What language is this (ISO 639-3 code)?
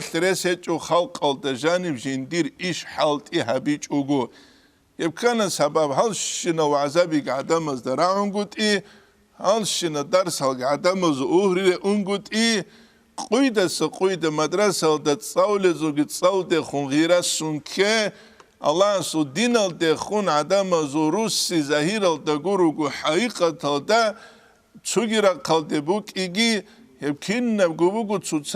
ava